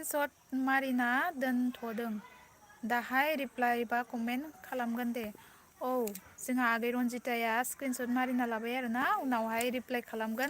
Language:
Bodo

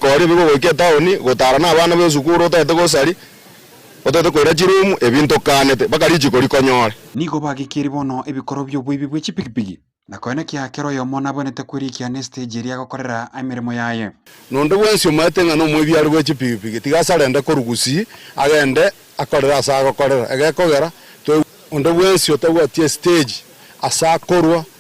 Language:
Gusii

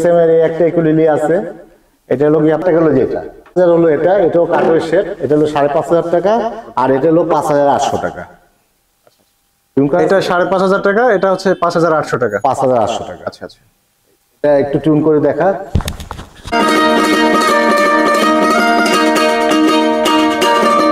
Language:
Bangla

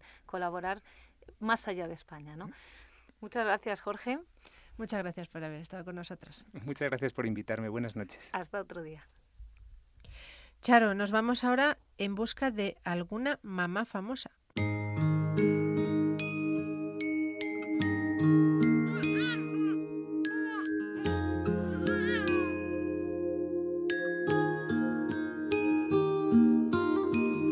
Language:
Spanish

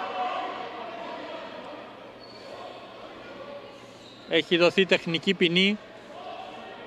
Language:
Greek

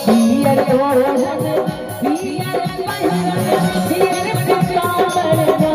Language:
Maithili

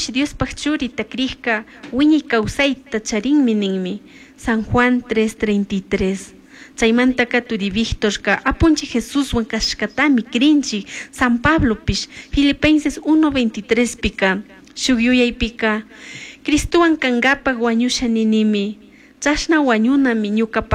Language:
Chimborazo Highland Quichua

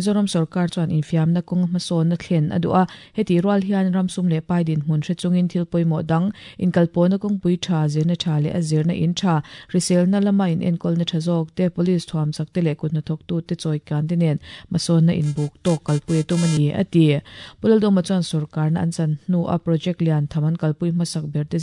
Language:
Mizo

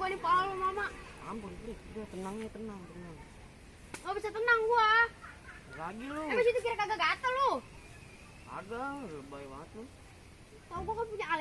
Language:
Betawi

